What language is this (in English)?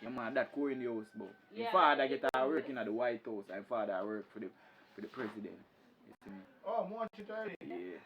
Jamaican Creole English